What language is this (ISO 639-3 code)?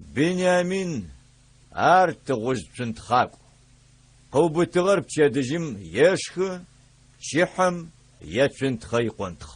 ady